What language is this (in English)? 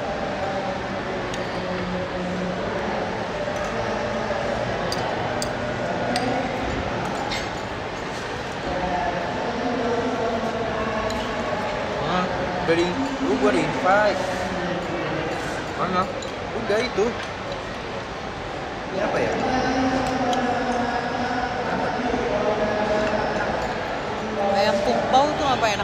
Indonesian